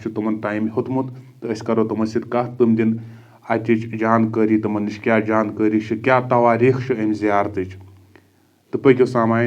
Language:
Kashmiri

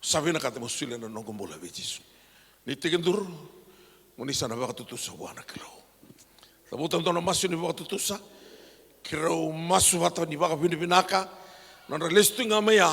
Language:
Fijian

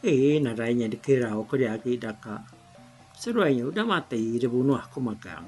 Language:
Iban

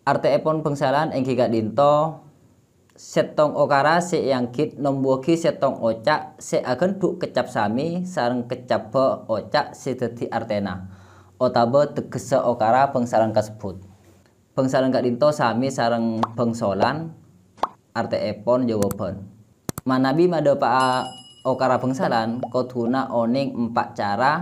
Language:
Madurese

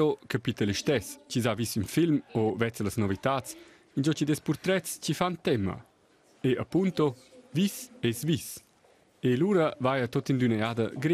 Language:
Romansh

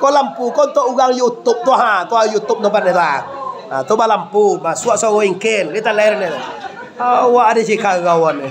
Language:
Minangkabau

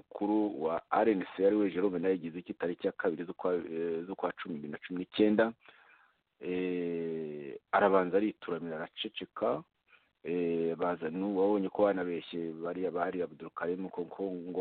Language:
Kinyarwanda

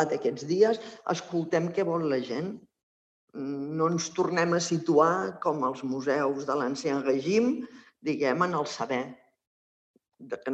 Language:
Catalan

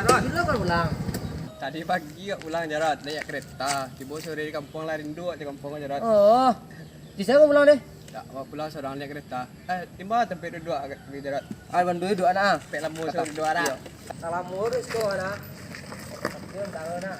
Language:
Minangkabau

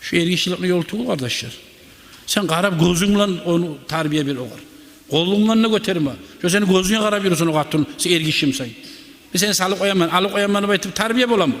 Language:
Kumyk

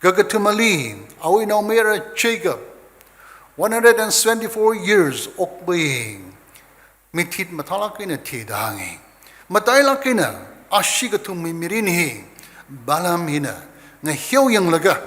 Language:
Tangkhul Naga (India)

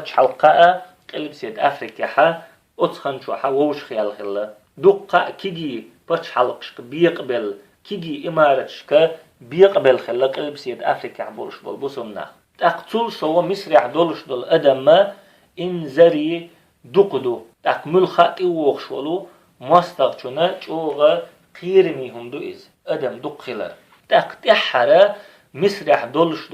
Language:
Chechen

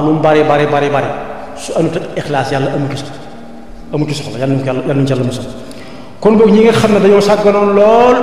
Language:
Wolof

